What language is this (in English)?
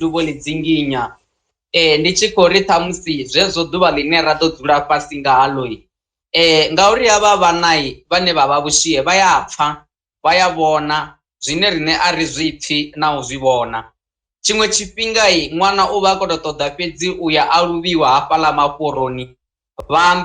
Venda